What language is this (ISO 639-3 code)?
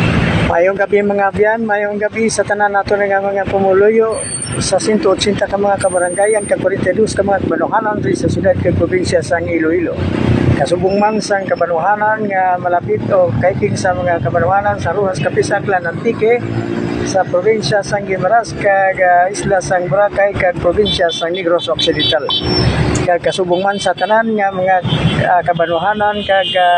hil